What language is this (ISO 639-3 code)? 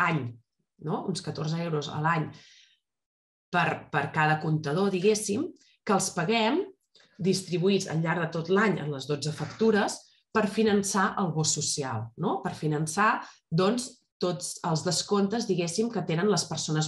cat